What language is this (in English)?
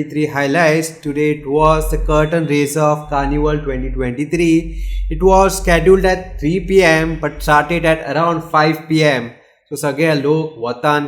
Konkani